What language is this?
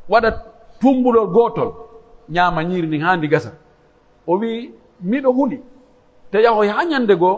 Pular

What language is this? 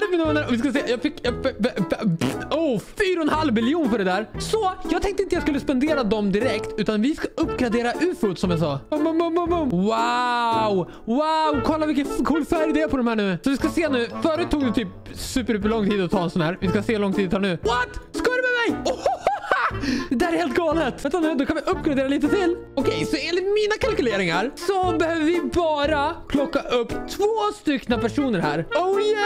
Swedish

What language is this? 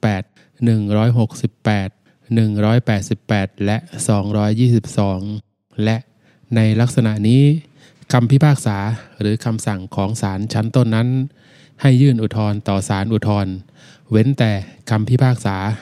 Thai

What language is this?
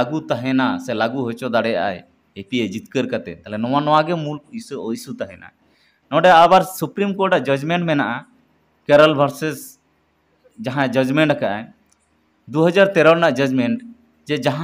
Santali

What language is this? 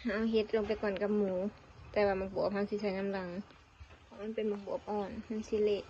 Northeastern Thai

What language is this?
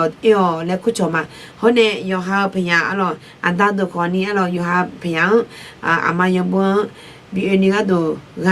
Akha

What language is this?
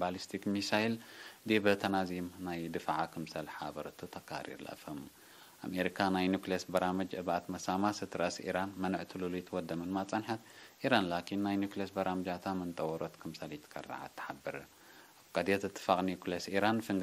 Tigre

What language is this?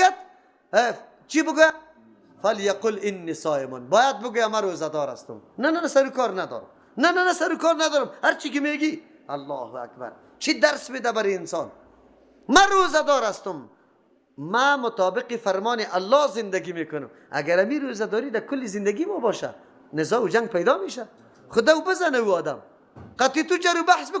Persian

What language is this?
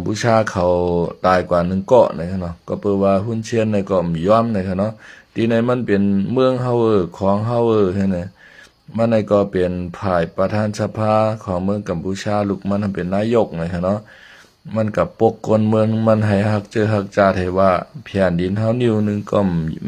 Shan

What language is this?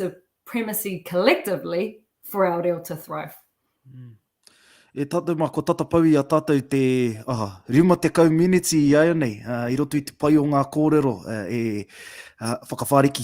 Māori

